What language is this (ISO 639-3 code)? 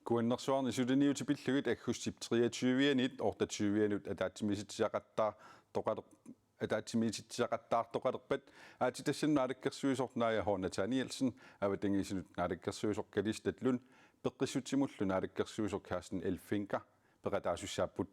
kal